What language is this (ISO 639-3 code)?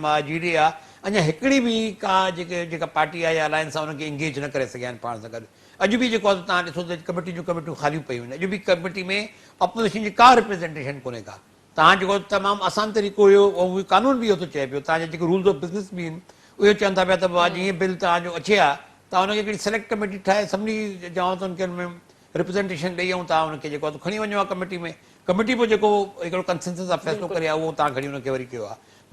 snd